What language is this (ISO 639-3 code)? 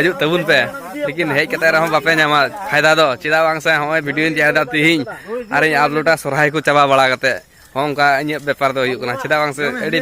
sat